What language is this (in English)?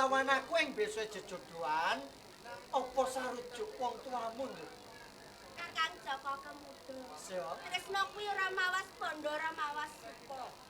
Javanese